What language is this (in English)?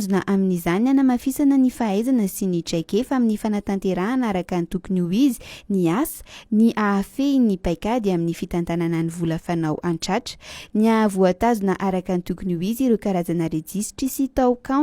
Malagasy